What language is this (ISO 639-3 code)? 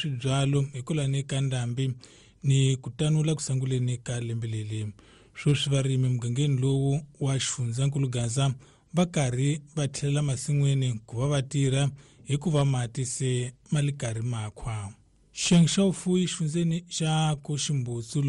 tso